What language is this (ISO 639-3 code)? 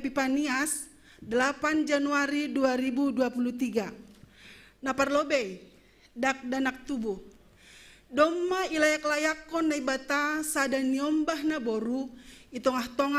bts